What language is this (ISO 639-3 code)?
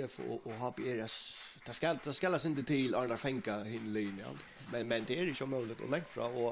fao